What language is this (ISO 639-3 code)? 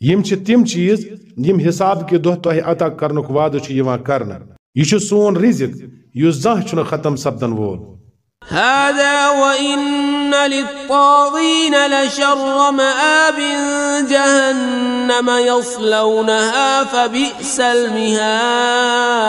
kas